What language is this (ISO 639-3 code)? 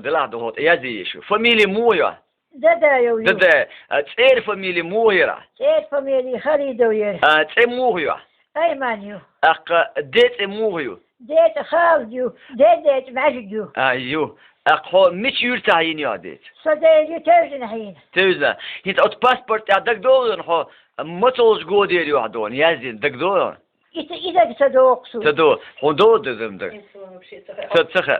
che